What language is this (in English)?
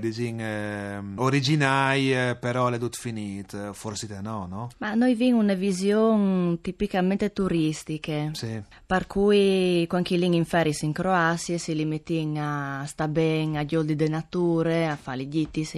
Friulian